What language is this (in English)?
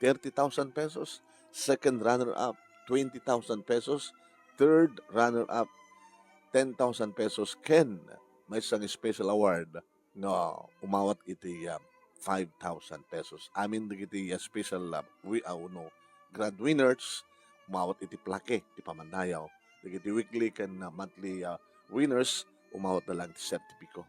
Iloko